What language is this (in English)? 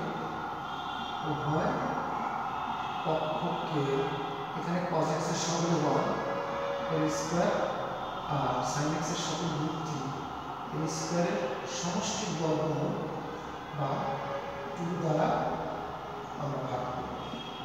Bangla